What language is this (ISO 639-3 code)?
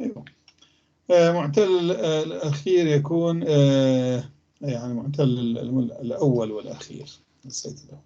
apc